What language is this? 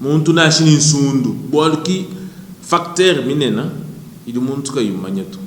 Luba-Lulua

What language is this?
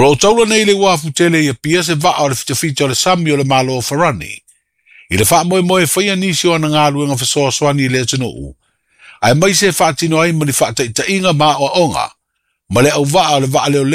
Samoan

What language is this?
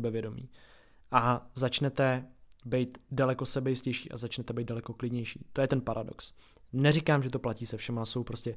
Czech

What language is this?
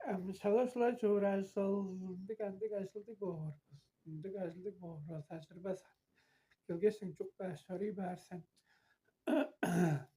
Tuvinian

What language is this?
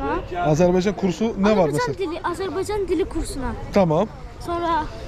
Turkish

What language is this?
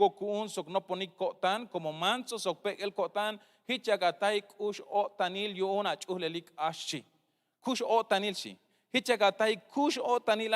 Tzeltal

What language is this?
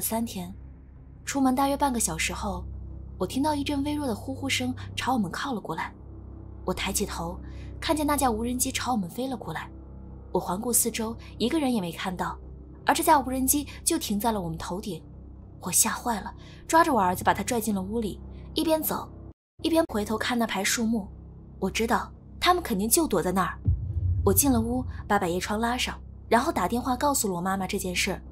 Chinese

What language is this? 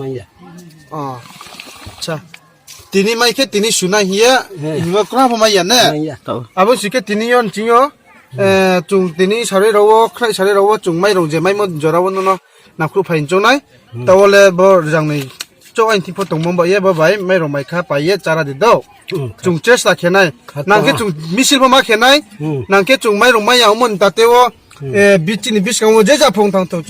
Riang (India)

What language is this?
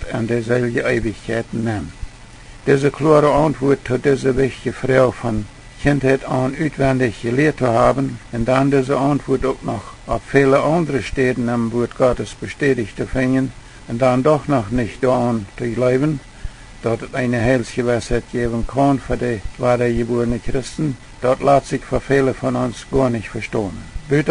Plautdietsch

